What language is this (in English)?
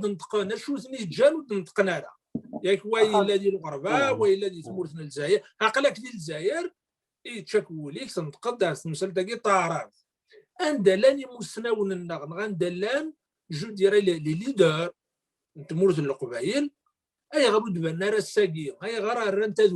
Kabyle